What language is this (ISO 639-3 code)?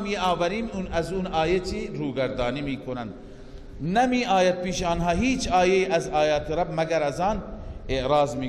fas